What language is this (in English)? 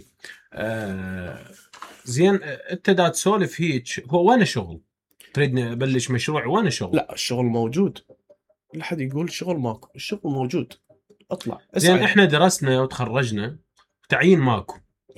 Mesopotamian Arabic